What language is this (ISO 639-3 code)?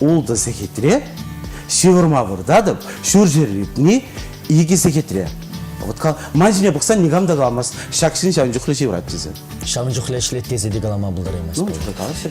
chv